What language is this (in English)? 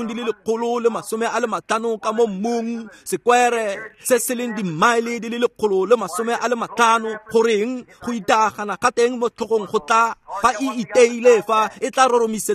Tswana